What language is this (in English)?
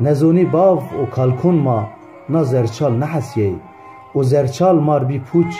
Zaza